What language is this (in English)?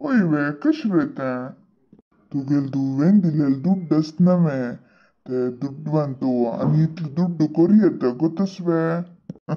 Konkani